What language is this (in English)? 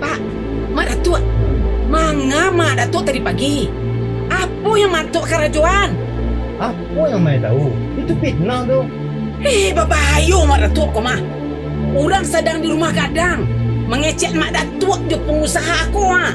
Minangkabau